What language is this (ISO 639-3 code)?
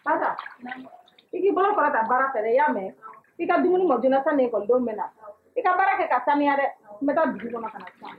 bam